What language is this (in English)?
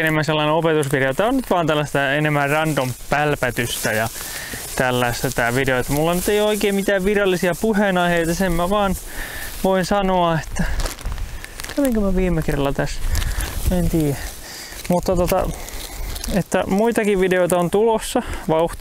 Finnish